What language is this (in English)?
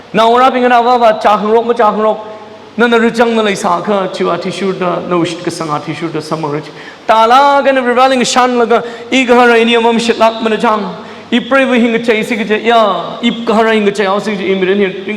Tangkhul Naga (India)